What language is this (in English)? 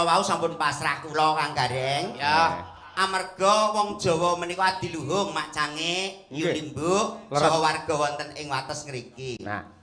Javanese